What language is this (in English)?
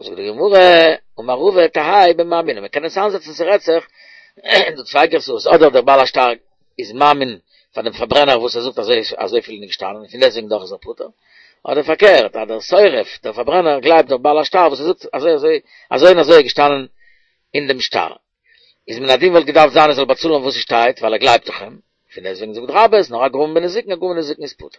Yiddish